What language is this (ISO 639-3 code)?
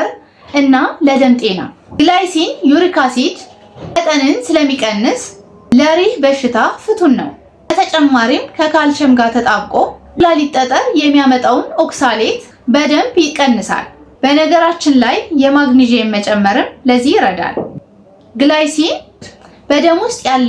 amh